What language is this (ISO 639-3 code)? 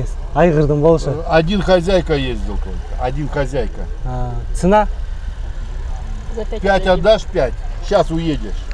kir